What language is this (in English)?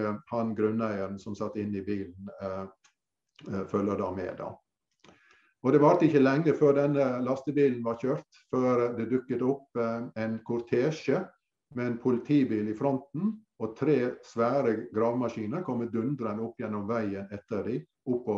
Norwegian